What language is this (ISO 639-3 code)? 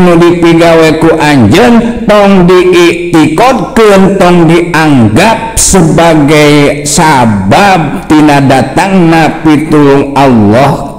sun